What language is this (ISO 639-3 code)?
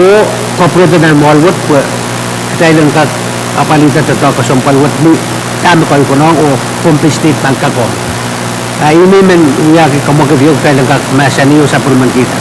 pon